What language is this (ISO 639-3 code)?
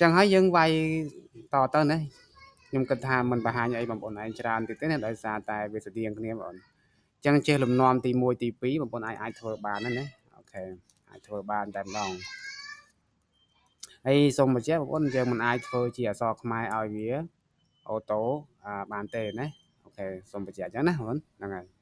khm